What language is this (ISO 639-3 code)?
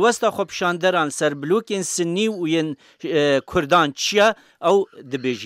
kur